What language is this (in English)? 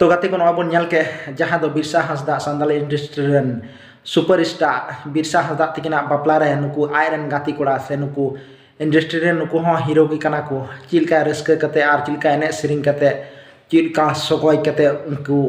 Santali